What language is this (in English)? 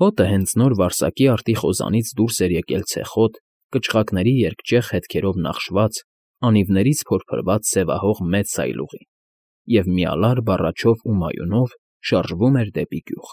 Armenian